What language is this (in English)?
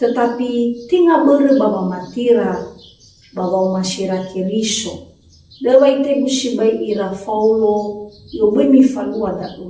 Nias